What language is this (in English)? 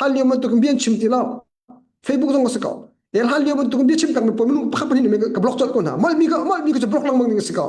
Hakha Chin